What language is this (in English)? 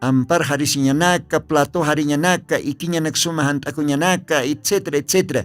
Aymara